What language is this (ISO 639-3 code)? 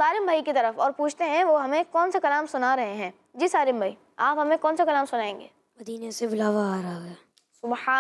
hin